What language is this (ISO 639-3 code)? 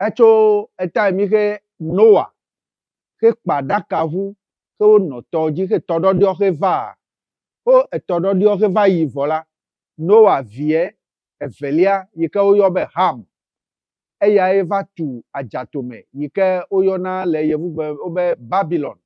ewe